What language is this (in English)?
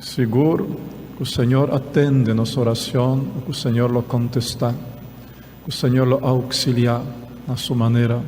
Papiamento